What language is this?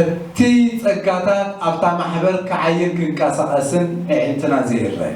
Tigrinya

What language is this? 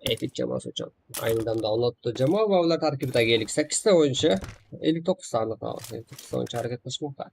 Kara-Kalpak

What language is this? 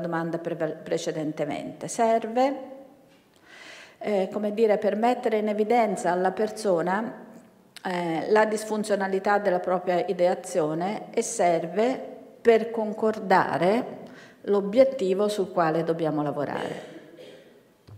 Italian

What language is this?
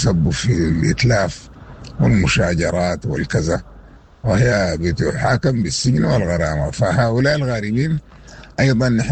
Sudanese Arabic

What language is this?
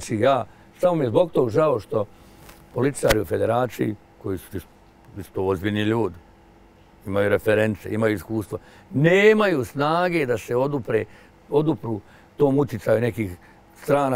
Bosnian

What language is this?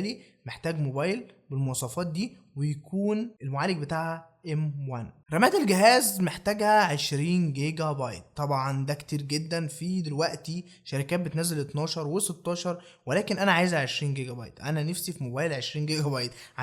Egyptian Arabic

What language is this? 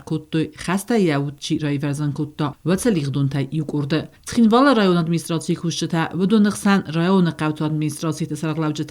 Ossetic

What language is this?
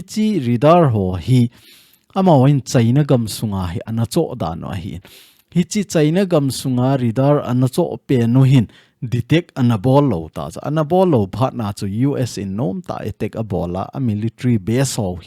Thado Chin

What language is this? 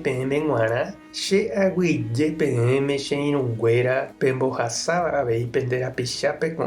Guarani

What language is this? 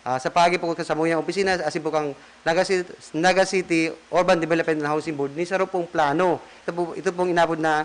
Bikol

